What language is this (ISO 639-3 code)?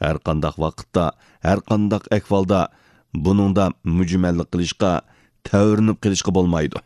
uig